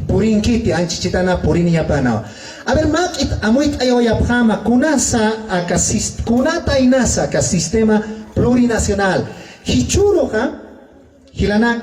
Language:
Aymara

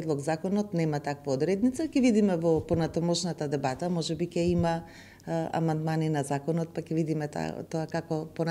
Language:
Macedonian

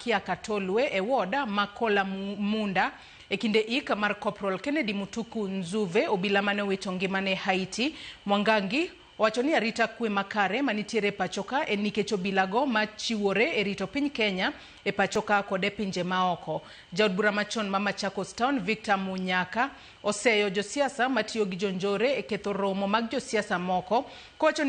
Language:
Luo (Kenya and Tanzania)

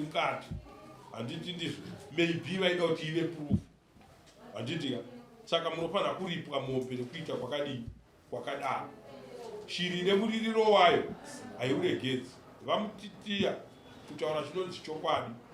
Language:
Shona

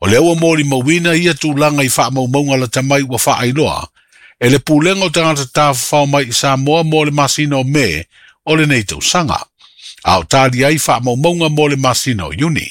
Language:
Samoan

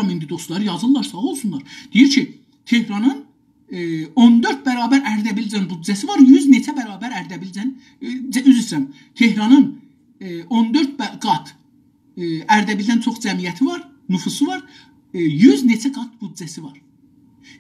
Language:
South Azerbaijani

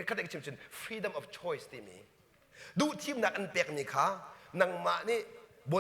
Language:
Hakha Chin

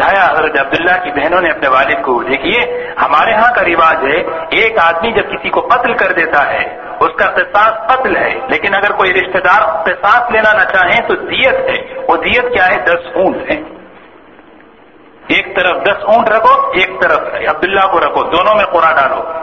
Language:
Urdu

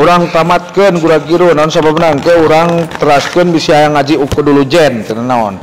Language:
Sundanese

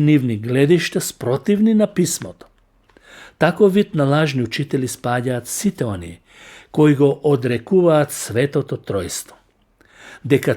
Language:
Macedonian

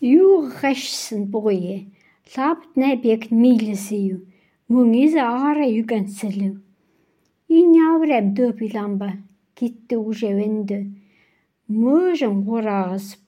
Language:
Khanty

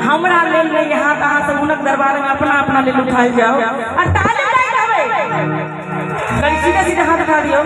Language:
Maithili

